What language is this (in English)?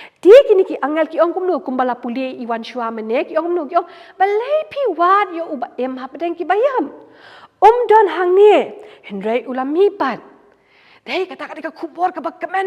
Khasi